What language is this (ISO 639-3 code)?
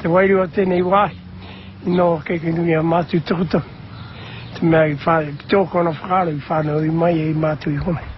mri